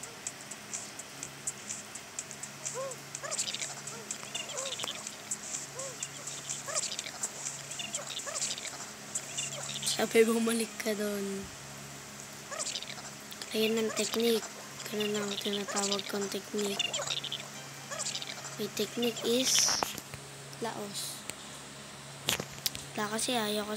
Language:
Filipino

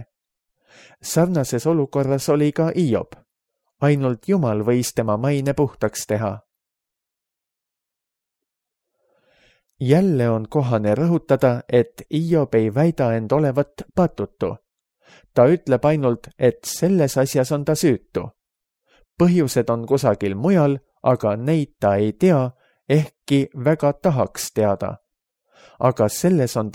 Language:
Estonian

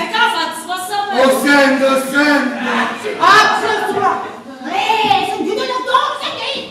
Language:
Neapolitan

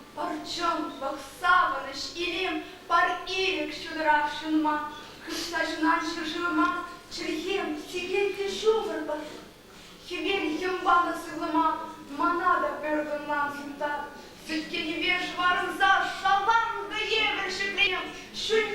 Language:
Chuvash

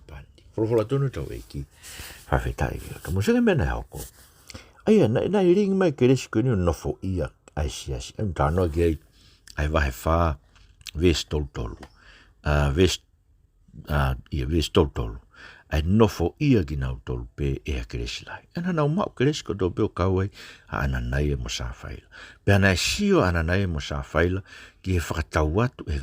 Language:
Tongan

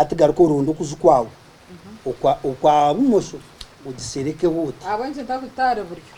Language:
Nyankole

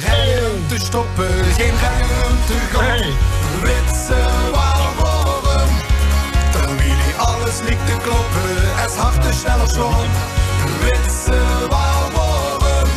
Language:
Limburgish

